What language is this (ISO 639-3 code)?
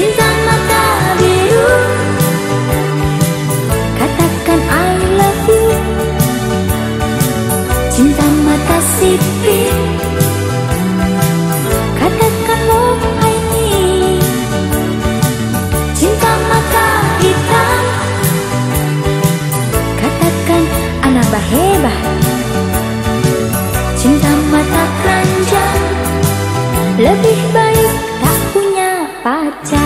ind